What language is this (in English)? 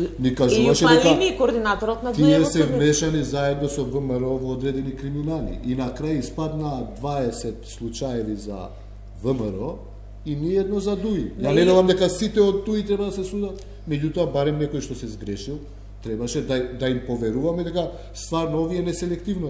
Macedonian